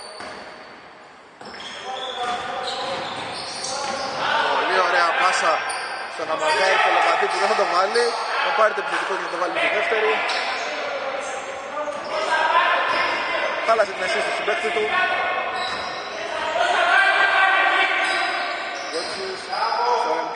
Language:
Greek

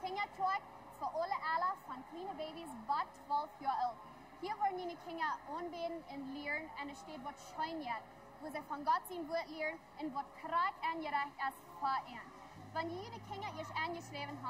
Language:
Plautdietsch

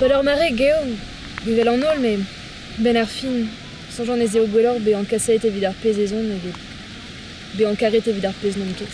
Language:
Breton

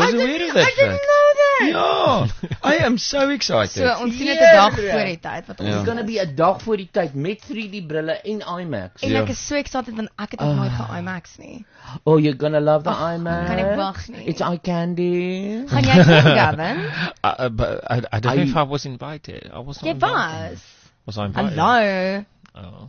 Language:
Afrikaans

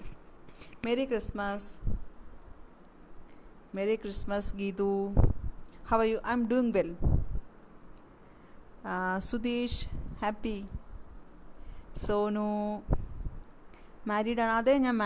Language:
Malayalam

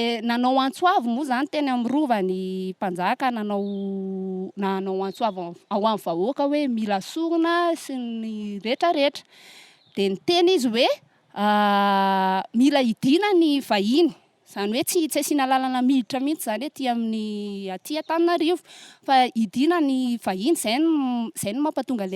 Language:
Malagasy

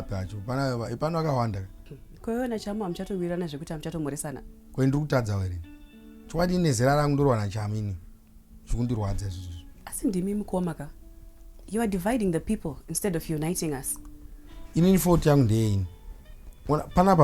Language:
Shona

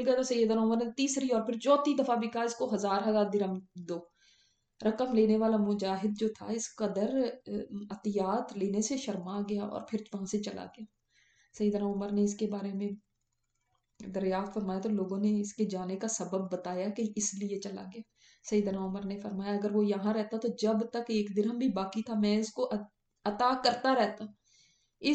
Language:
Urdu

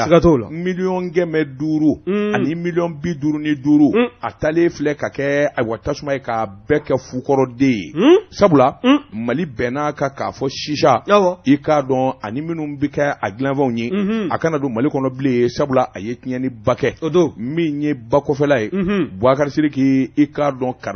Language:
Bambara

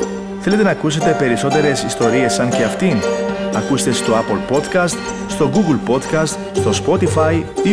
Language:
Greek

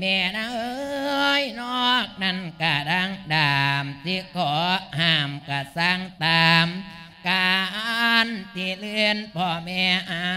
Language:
Lao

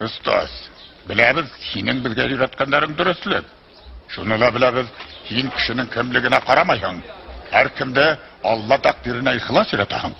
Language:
Bashkir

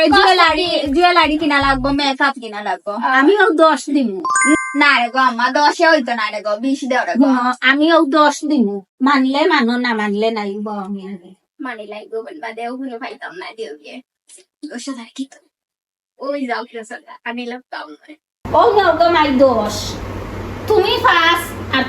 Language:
Sylheti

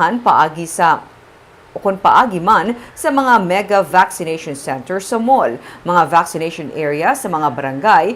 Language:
Hiligaynon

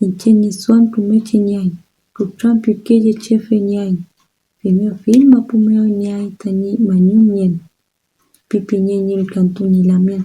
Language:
Mapuche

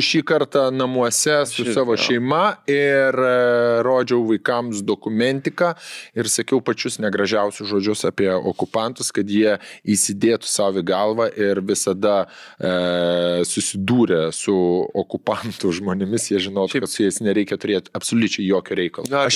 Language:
Lithuanian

